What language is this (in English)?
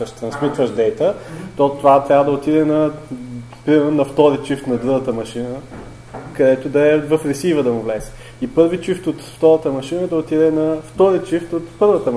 Bulgarian